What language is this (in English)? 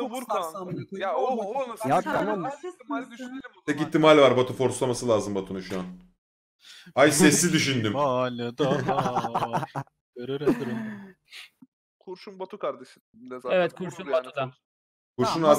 Turkish